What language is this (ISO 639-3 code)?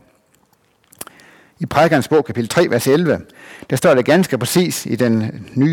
dan